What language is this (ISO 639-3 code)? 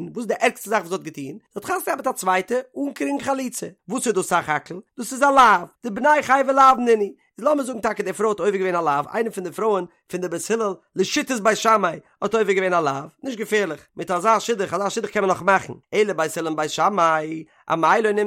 yid